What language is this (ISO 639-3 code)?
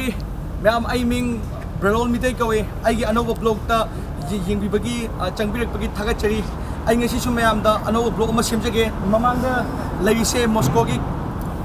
mni